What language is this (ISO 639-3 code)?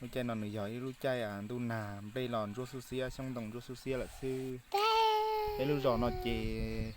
hmn